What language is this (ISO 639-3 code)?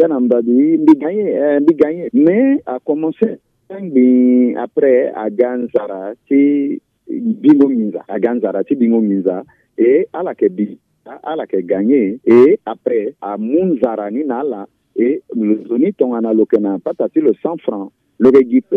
sag